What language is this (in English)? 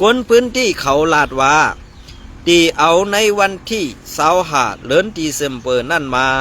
Shan